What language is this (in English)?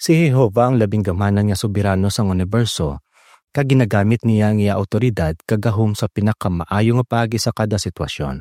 Hiligaynon